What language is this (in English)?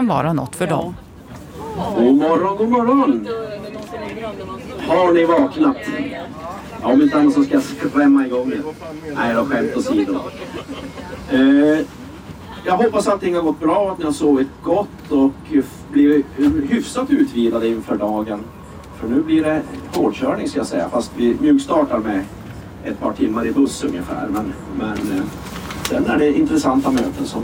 Swedish